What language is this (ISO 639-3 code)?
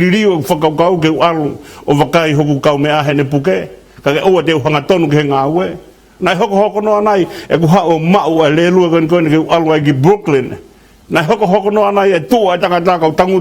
ton